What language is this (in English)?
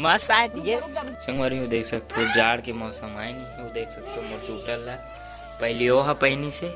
Chhattisgarhi